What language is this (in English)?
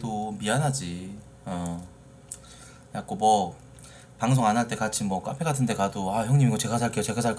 Korean